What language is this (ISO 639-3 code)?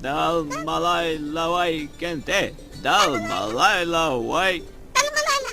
che